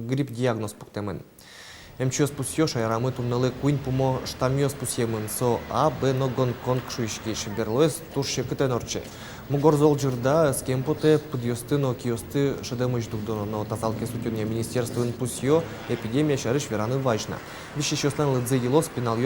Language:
Udmurt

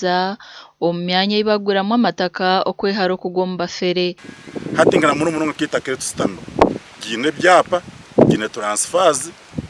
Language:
Nyankole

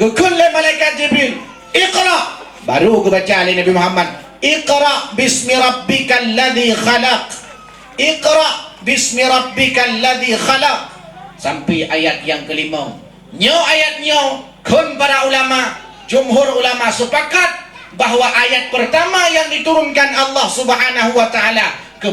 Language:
Achinese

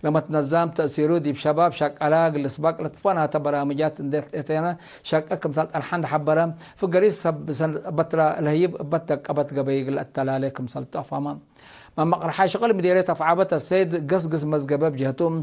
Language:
Tigre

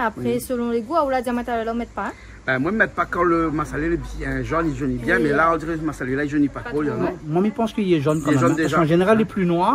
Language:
Réunion Creole French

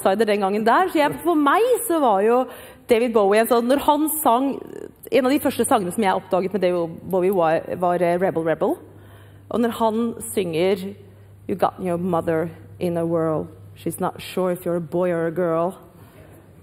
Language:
Norwegian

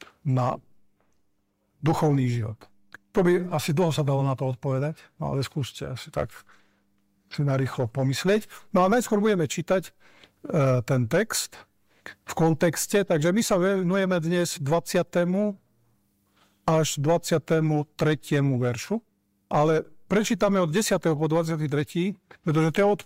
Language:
Slovak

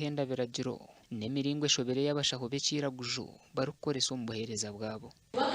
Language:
Nyankole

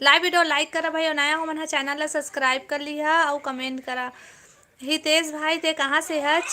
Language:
Chhattisgarhi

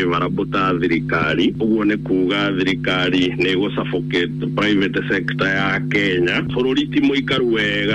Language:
Kikuyu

